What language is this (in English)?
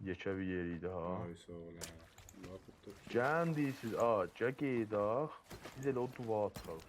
South Azerbaijani